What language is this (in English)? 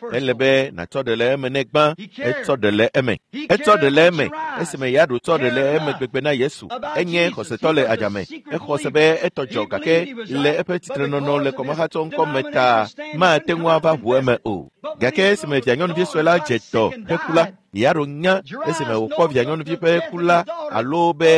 Ewe